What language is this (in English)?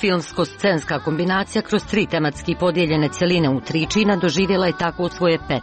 Croatian